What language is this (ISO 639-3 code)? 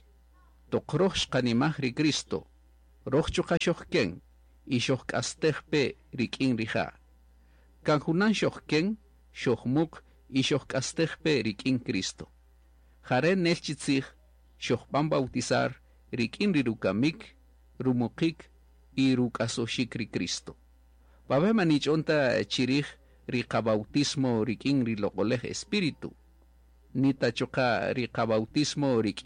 cak